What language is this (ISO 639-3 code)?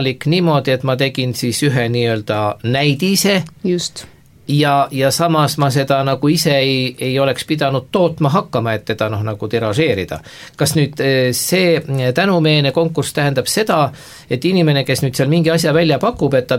est